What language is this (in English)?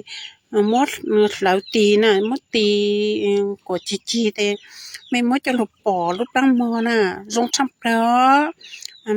Hmong